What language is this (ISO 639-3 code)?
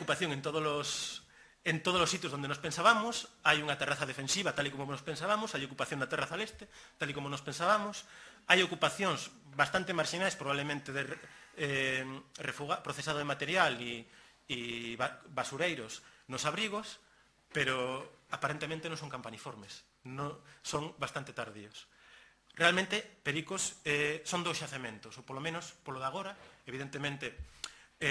glg